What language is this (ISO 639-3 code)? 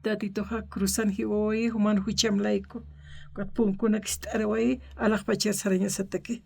aym